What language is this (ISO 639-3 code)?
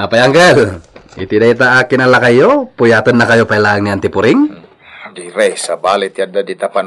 ilo